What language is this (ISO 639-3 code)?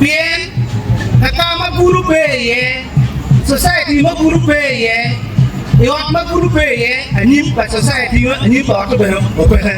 ach